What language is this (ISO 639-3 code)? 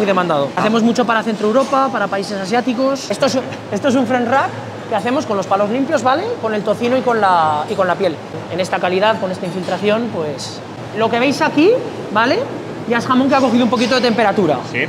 spa